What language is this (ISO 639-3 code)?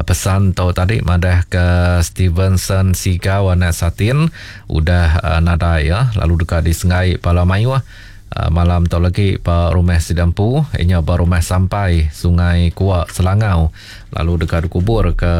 iba